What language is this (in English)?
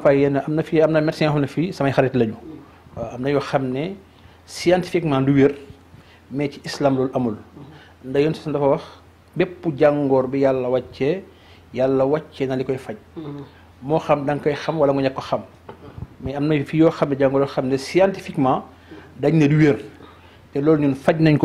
Wolof